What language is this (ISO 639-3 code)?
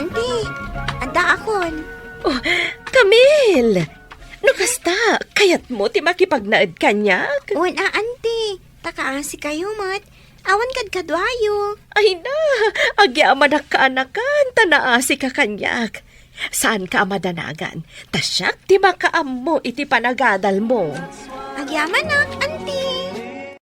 ilo